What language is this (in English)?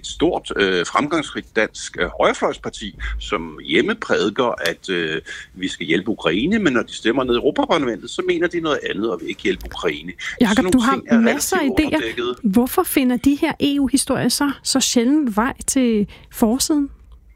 Danish